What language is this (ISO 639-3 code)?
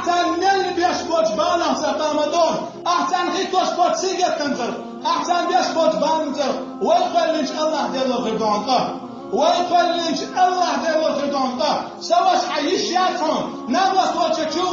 che